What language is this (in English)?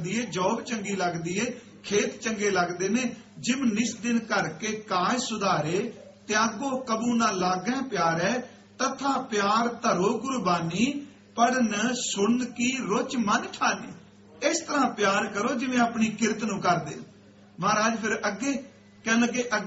Punjabi